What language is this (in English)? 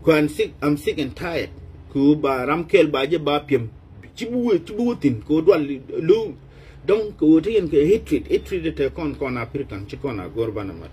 Nuer